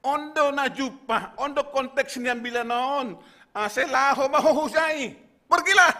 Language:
Batak Simalungun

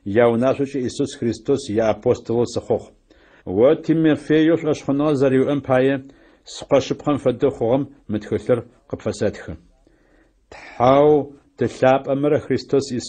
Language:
Adyghe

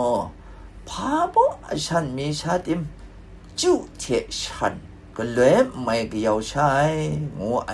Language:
Kachin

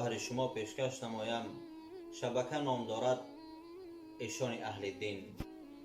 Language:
Tajik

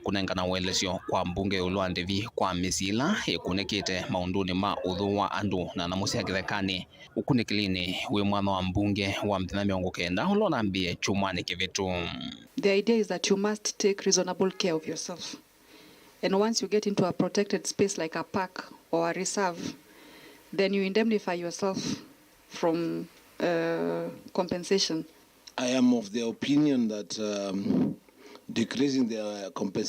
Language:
Kamba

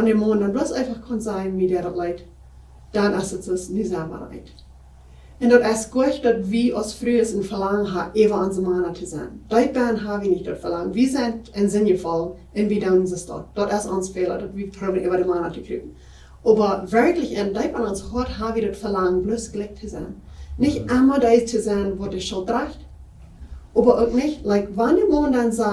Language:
Plautdietsch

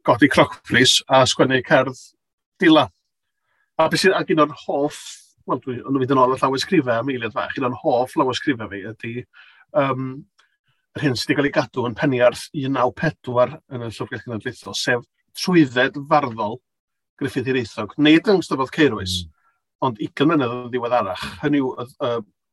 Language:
Welsh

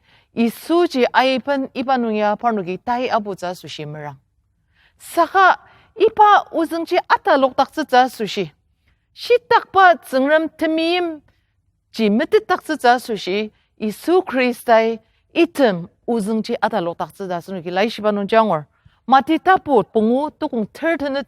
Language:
Ao Naga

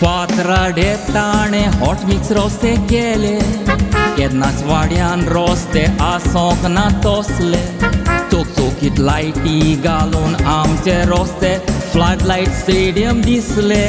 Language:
Konkani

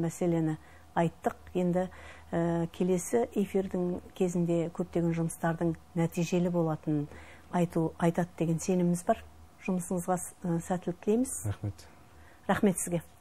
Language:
Kazakh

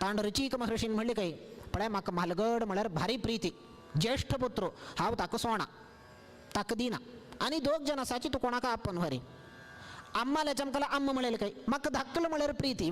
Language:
Konkani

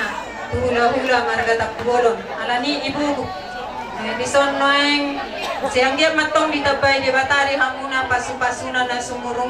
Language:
Batak Toba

